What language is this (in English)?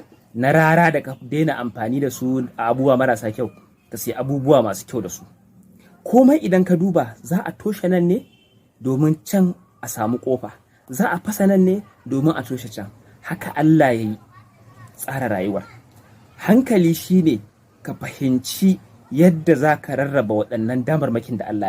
Hausa